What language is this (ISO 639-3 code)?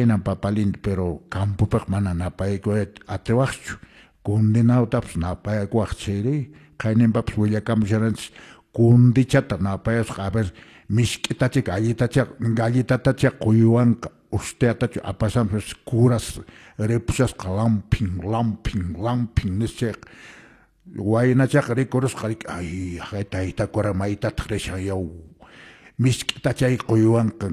que